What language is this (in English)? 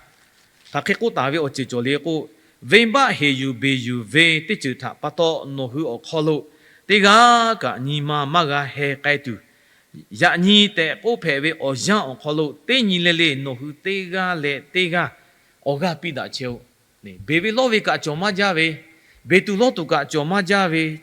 Lahu